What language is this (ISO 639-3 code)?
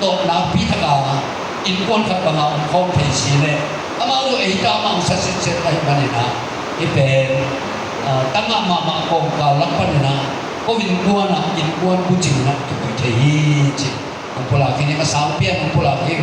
ctd